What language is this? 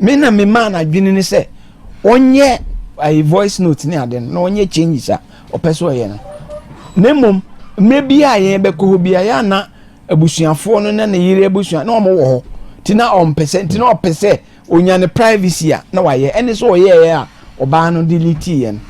Akan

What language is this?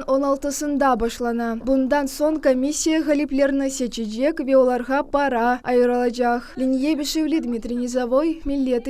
Crimean Tatar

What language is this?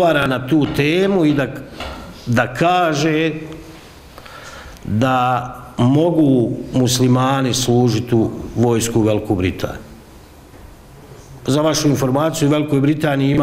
Bosnian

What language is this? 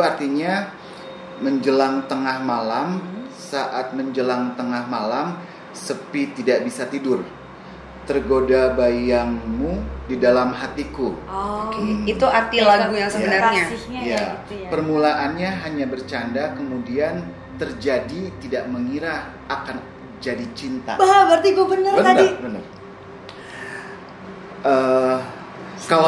Indonesian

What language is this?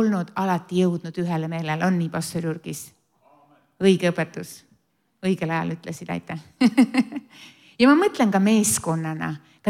Estonian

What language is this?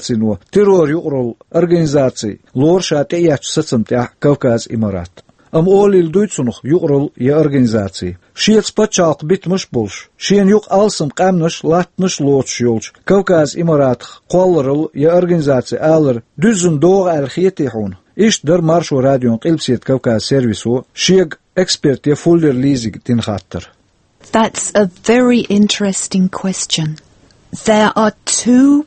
Chechen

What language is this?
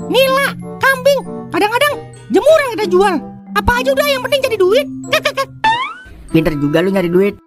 Betawi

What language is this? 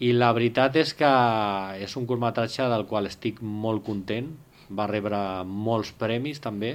Catalan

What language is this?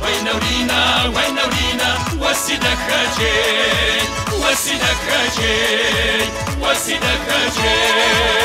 Kabardian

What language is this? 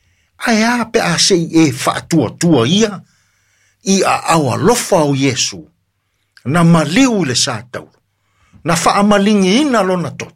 Samoan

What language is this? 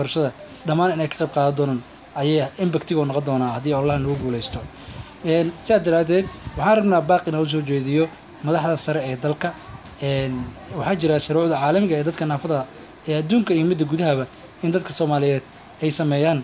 Somali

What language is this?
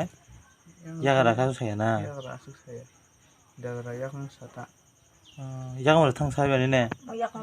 Kok Borok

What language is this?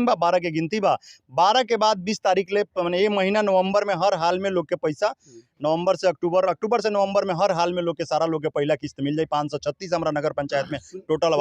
Bhojpuri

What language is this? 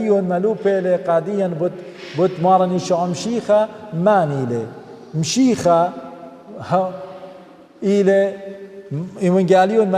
Assyrian Neo-Aramaic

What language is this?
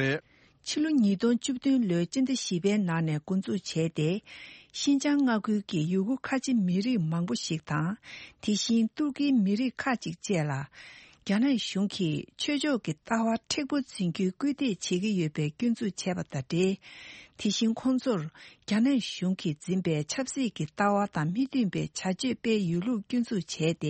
Tibetan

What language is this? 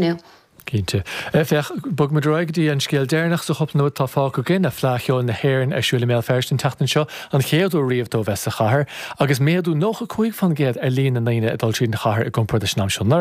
Irish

